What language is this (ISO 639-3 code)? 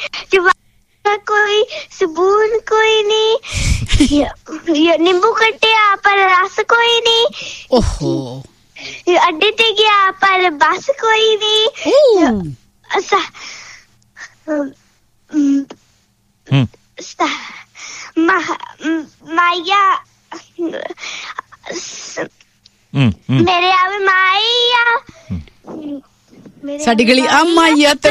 pan